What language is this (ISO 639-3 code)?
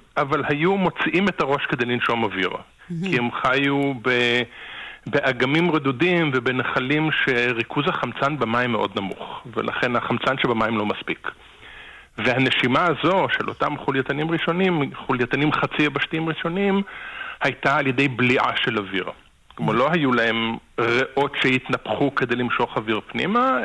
heb